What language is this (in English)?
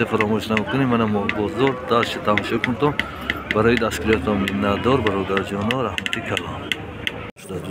Tajik